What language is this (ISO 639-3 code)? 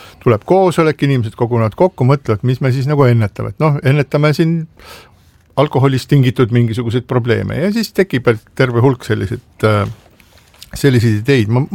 est